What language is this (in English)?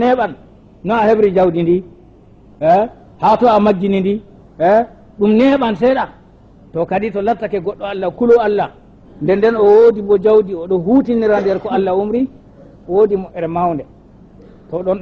Fula